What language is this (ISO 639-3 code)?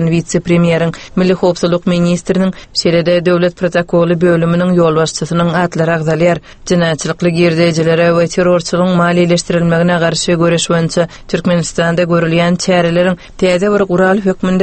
tuk